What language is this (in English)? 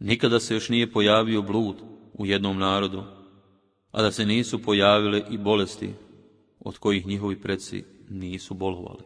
Bosnian